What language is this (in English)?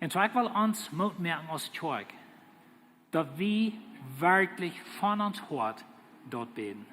Plautdietsch